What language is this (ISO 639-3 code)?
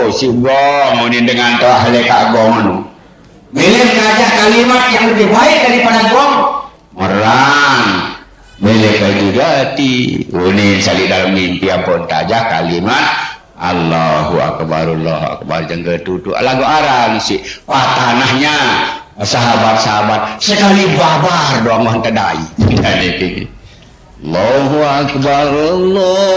sas